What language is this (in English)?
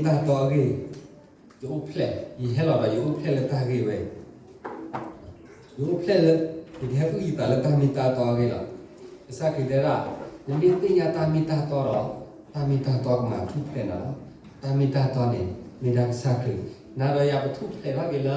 S'gaw Karen